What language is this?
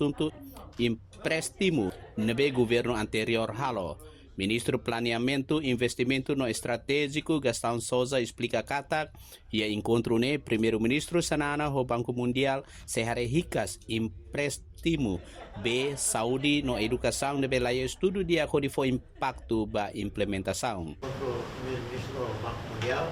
Tetum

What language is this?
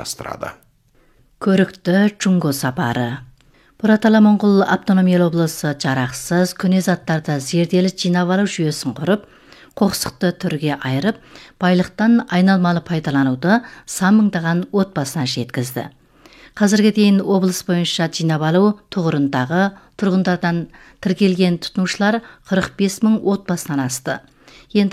Kazakh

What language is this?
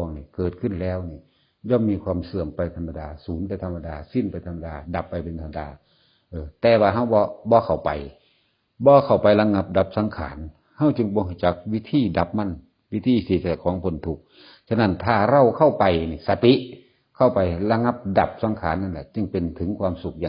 Northeastern Thai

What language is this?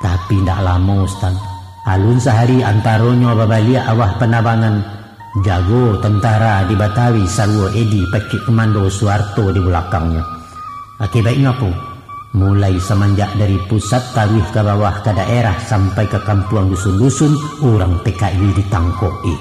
Minangkabau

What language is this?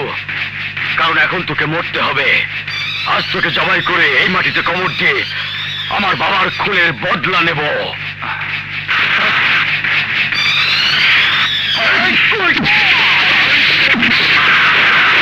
Bangla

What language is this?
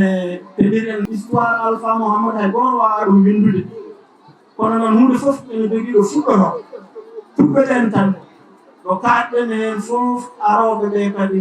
Fula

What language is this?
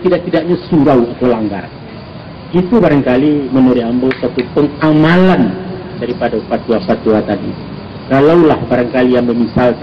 Minangkabau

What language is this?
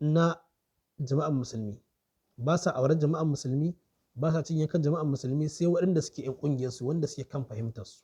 Hausa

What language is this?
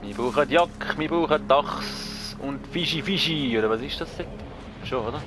Swiss German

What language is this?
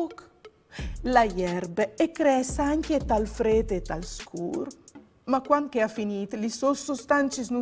Friulian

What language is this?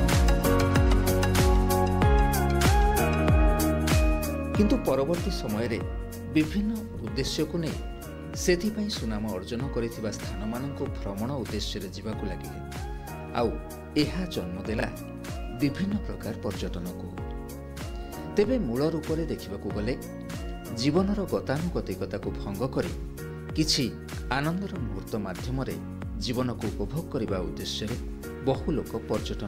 Odia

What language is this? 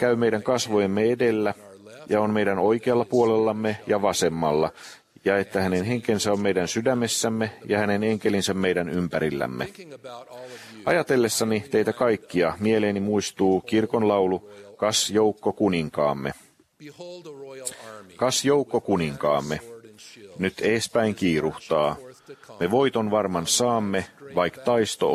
Finnish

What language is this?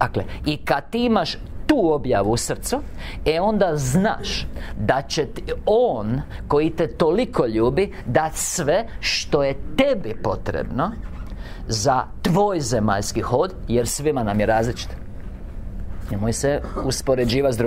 Croatian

